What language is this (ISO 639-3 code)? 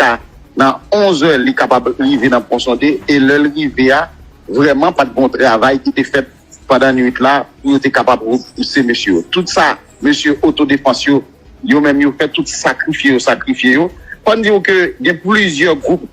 hat